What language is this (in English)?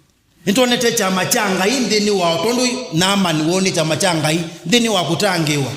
Kamba